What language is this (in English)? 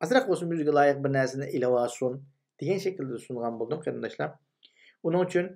Uyghur